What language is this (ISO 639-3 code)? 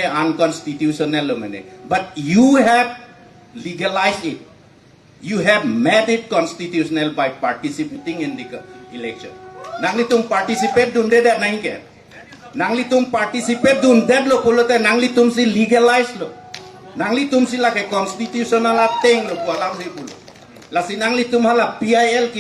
mjw